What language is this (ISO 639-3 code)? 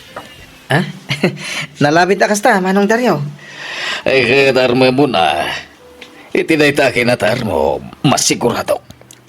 ilo